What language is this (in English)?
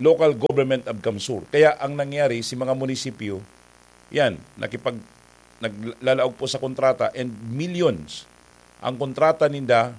Bikol